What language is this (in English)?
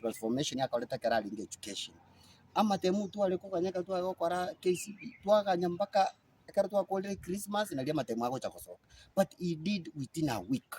Gusii